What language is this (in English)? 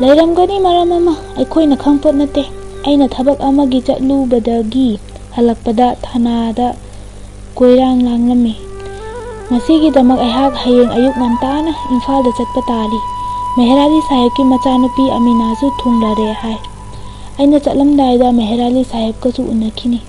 Manipuri